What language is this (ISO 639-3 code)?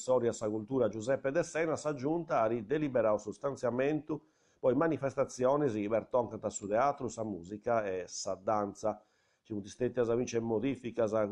srd